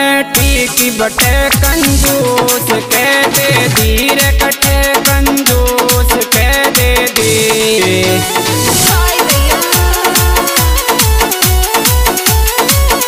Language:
Bhojpuri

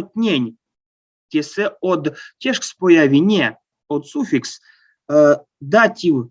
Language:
Erzya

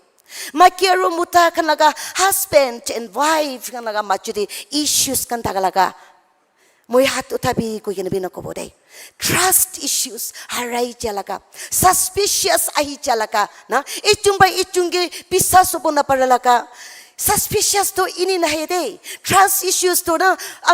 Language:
Naga Pidgin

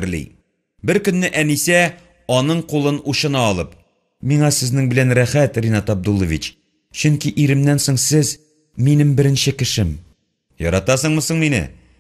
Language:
Tatar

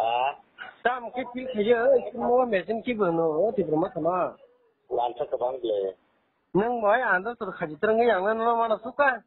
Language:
Riang (India)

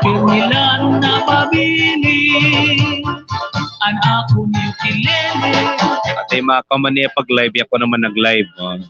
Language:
Waray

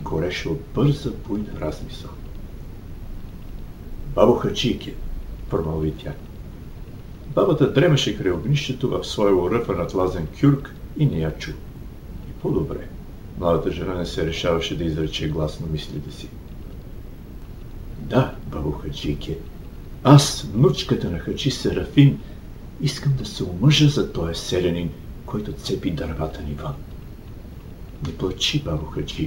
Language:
Bulgarian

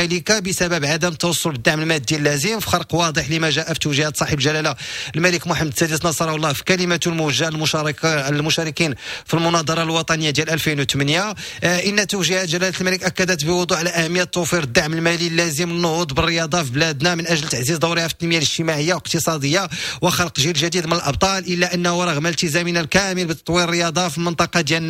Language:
Moroccan Arabic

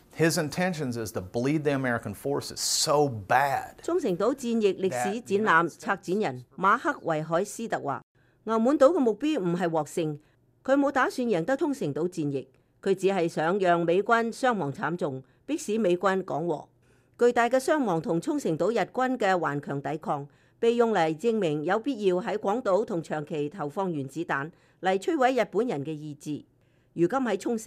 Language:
Cantonese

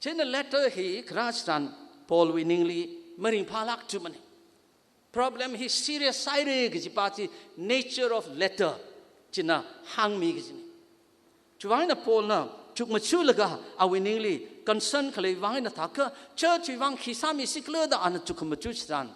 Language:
Tangkhul Naga (India)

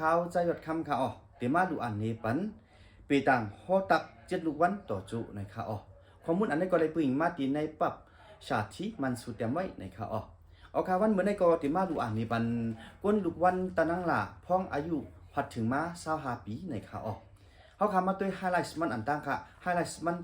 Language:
Shan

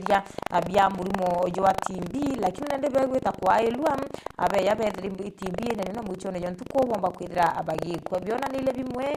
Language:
Meru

